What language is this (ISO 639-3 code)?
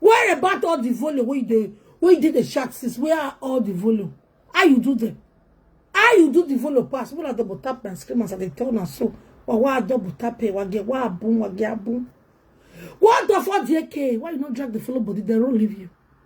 pcm